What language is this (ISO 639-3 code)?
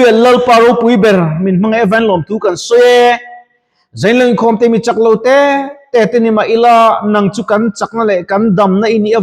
lus